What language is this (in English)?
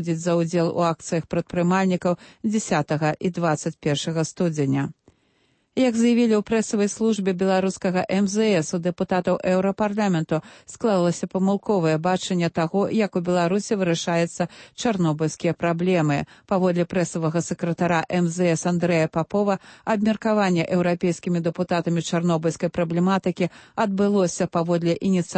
Belarusian